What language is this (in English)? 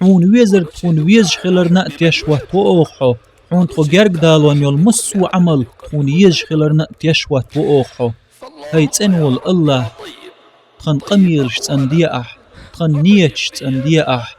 Chechen